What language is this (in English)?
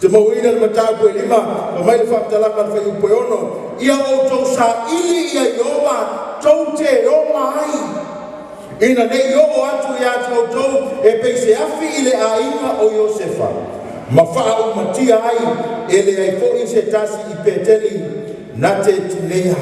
Samoan